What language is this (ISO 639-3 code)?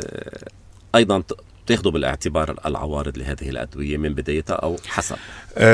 apc